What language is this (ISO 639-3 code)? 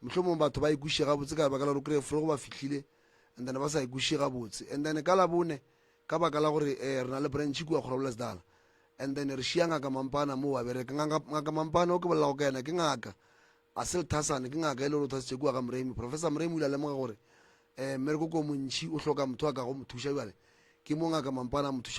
nso